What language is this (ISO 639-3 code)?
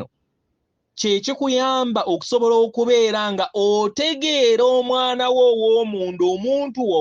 lug